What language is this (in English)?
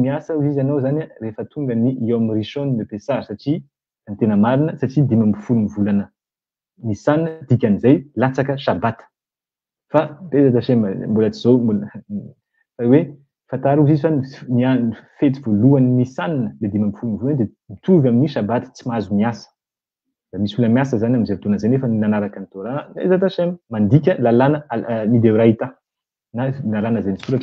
Malagasy